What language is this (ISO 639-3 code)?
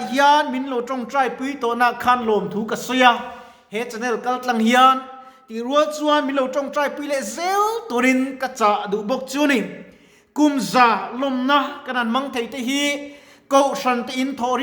lus